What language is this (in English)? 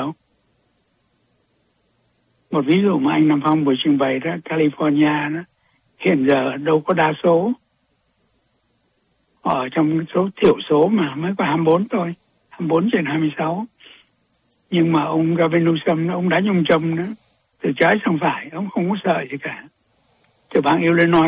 Vietnamese